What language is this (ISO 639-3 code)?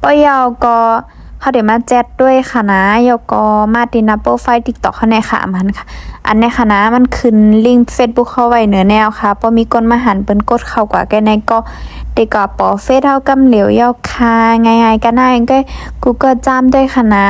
shn